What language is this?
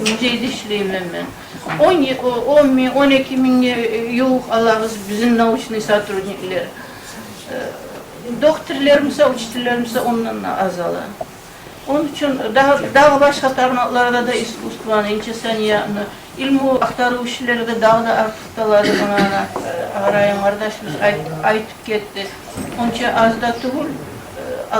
Kumyk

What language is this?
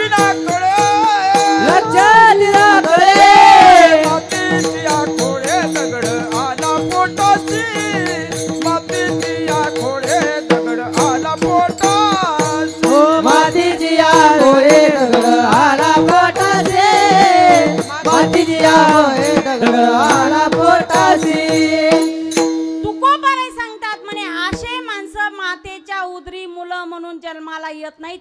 Marathi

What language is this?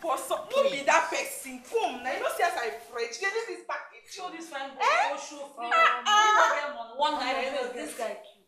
Nigerian Pidgin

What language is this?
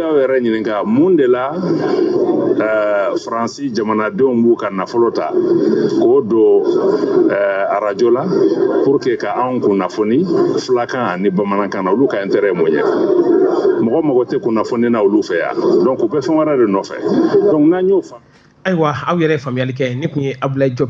Bambara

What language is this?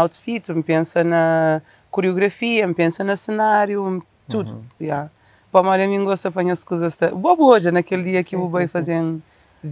Kabuverdianu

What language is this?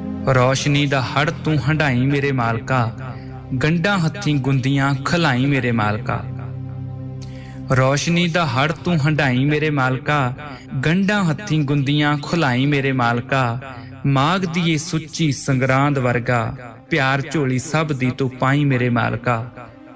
Punjabi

